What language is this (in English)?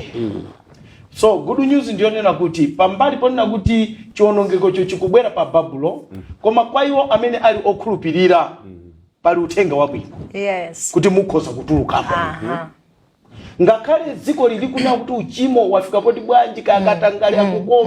Nyanja